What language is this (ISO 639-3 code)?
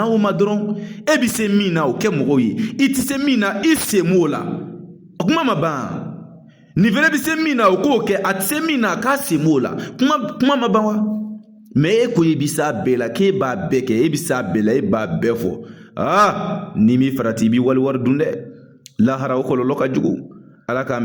bam